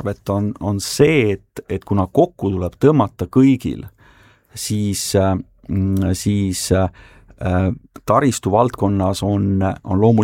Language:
Estonian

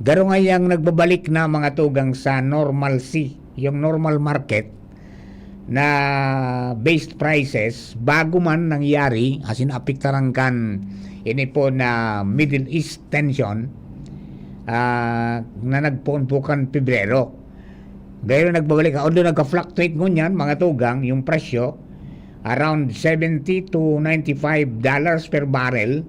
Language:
Bikol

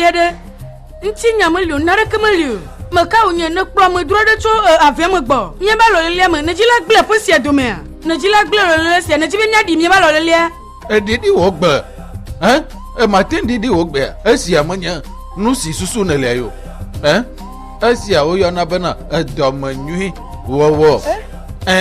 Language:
Ewe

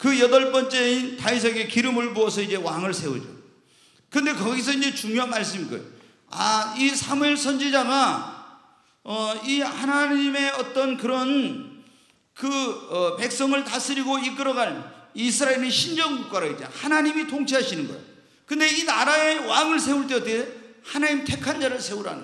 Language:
Korean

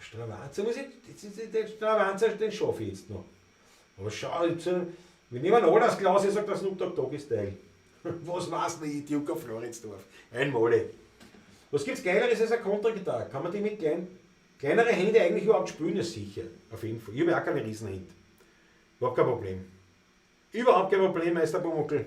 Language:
Bavarian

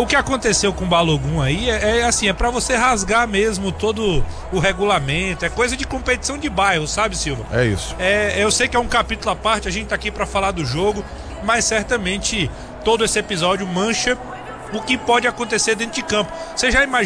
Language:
Portuguese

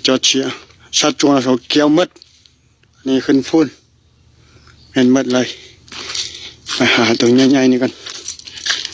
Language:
Lao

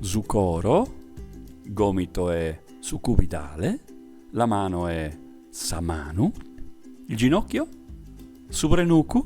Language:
Sardinian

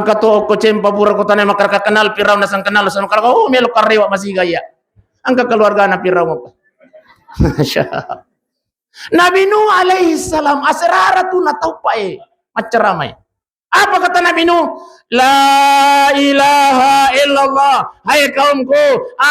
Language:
Buginese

